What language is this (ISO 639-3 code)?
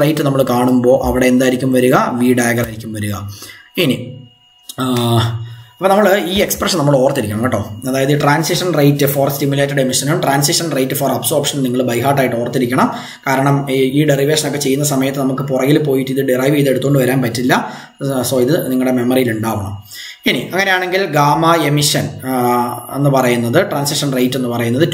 mal